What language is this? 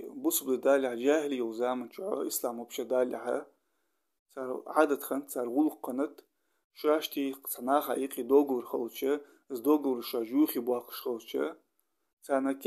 Ingush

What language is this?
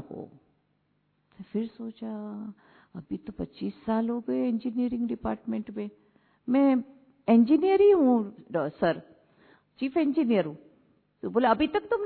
Hindi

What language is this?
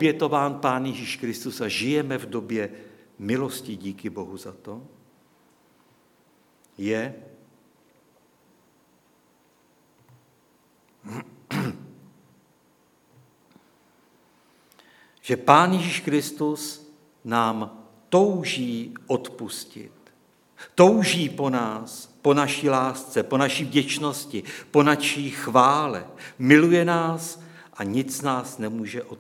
Czech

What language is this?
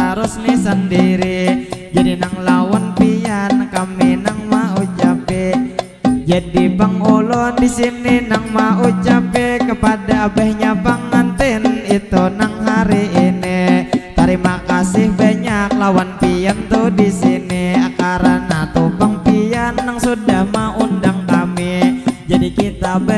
Banjar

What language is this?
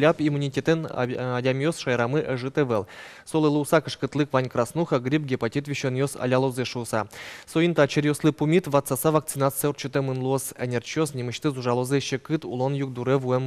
Udmurt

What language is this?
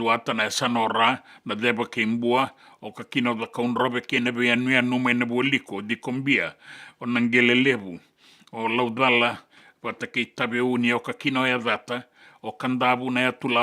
Fijian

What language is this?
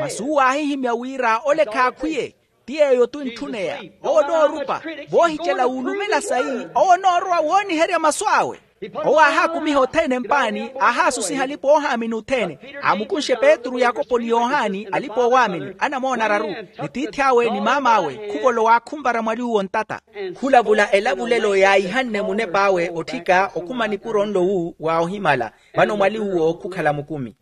Makhuwa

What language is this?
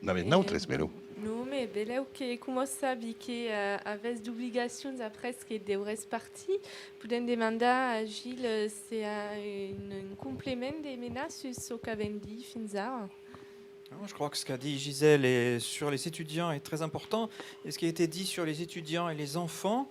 Occitan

